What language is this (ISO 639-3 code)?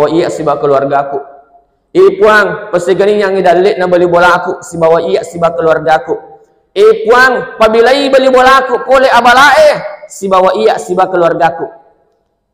bug